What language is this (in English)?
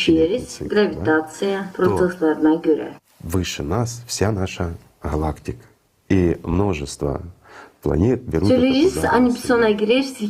Gagauz